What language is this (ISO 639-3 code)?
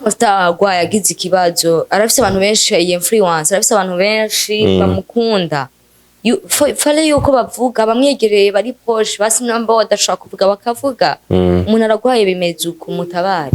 run